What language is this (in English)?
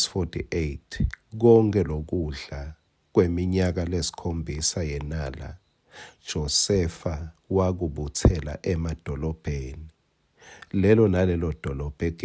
Swati